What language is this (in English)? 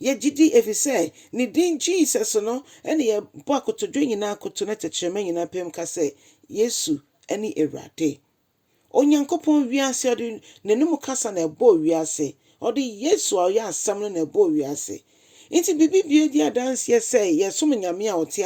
Akan